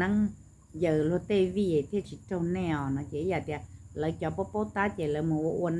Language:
Hmong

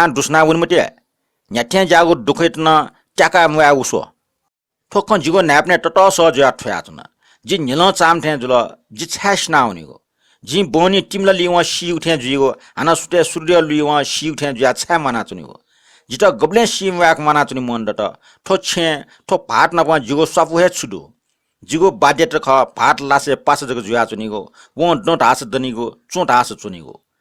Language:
Newari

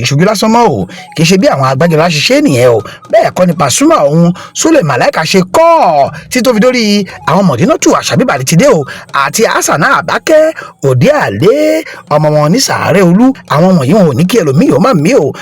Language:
Yoruba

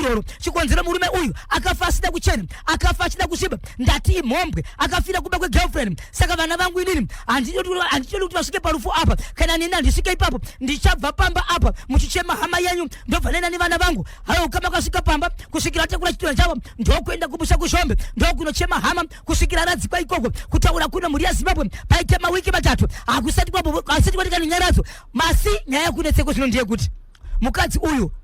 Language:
Shona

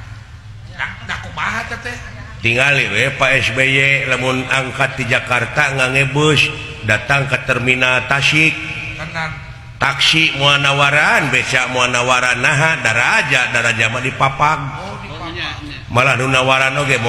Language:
Sundanese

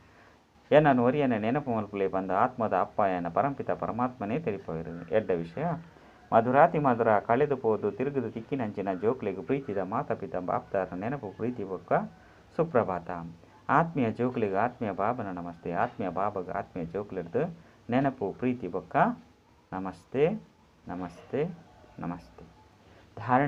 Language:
Tulu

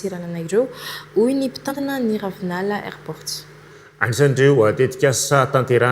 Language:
Malagasy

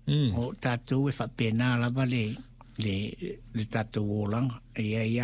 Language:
Samoan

